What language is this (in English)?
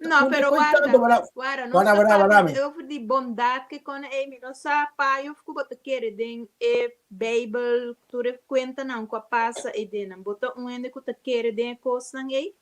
Papiamento